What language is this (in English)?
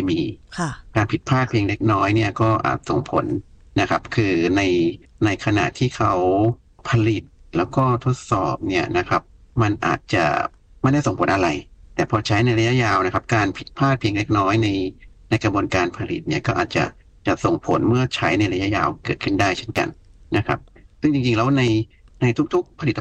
Thai